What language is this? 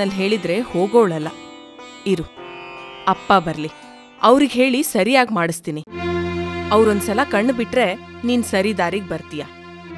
Kannada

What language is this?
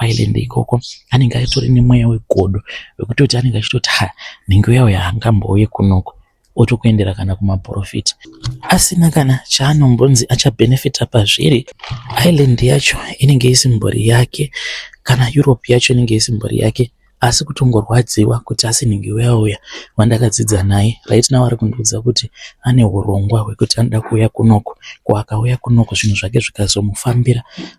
Shona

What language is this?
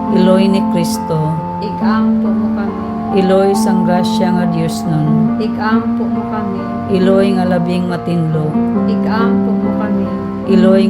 Hiligaynon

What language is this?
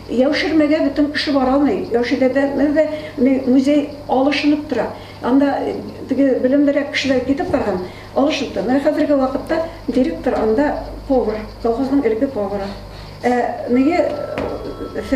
Tatar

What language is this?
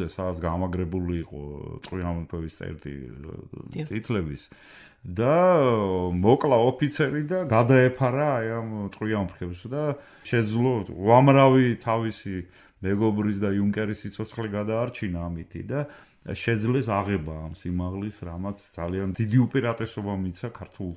Georgian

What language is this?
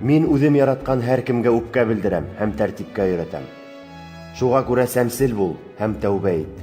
Bashkir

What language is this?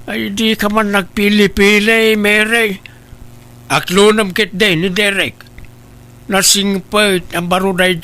Iloko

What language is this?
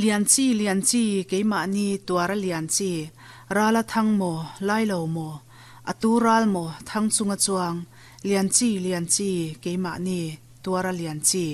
Mizo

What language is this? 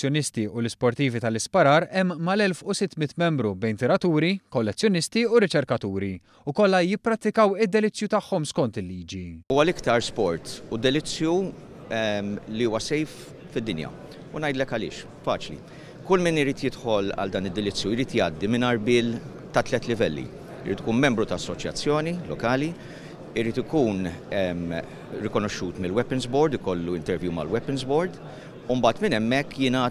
Maltese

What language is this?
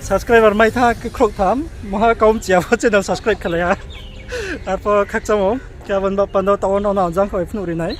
Riang (India)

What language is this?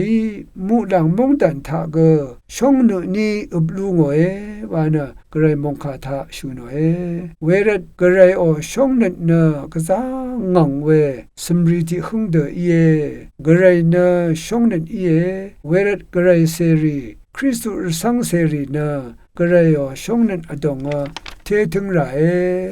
Rawang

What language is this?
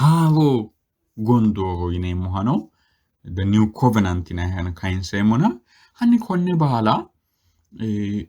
Sidamo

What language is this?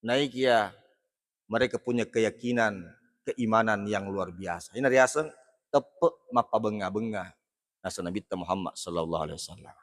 Buginese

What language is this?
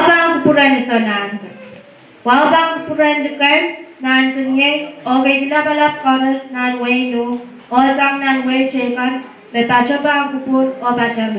Pohnpeian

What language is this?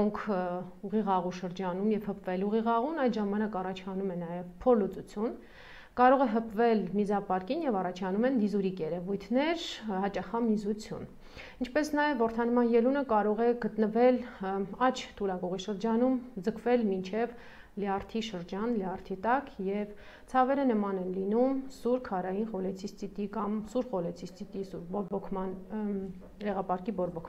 Armenian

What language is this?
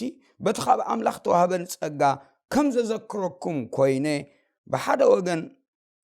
Tigrinya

